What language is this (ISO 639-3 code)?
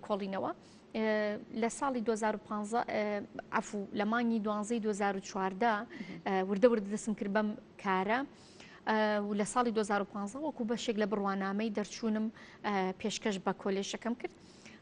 ckb